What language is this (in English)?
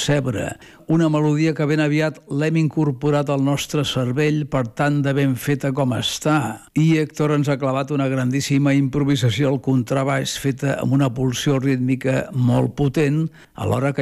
Catalan